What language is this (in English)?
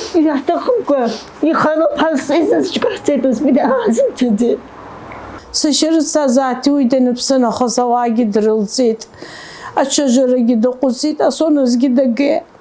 Abkhazian